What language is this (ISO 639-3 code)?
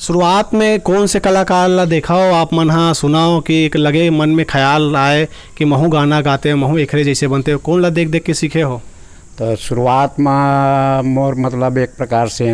hne